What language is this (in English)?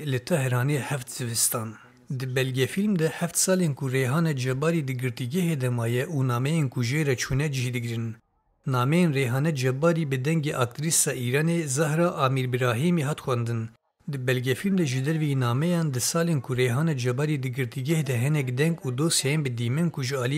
Kurdish